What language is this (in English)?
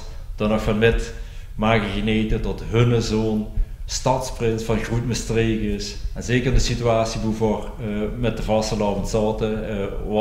Limburgish